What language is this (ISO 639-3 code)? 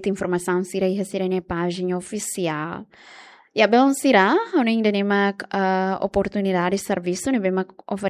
tet